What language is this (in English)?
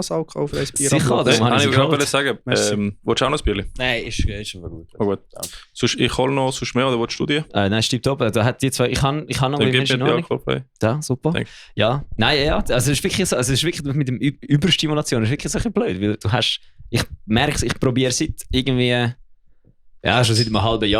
Swiss German